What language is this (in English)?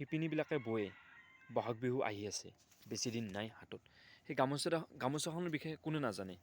Assamese